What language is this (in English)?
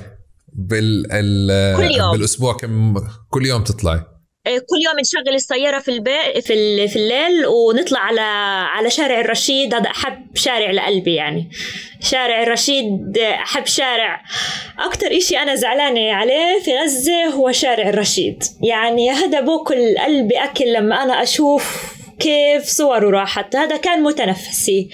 North Levantine Arabic